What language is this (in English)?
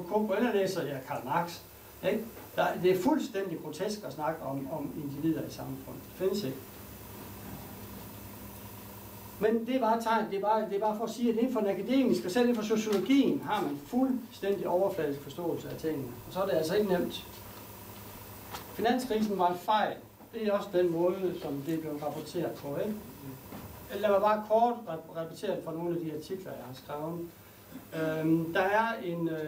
Danish